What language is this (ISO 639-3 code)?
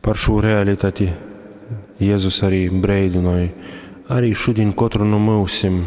ltg